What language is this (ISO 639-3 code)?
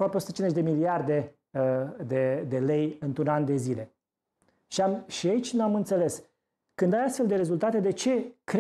ron